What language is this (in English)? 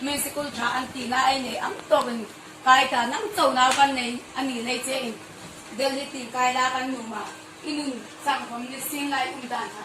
Hmar